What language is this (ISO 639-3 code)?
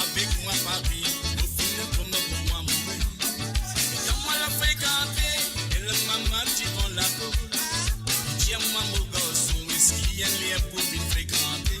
mfe